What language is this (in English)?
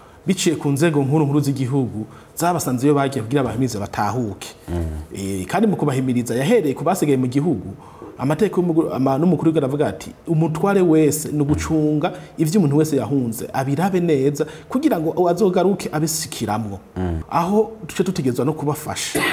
Rundi